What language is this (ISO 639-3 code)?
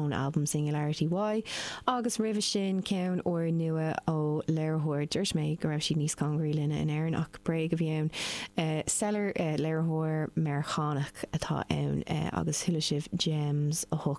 gle